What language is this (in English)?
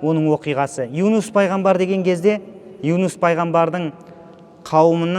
Kazakh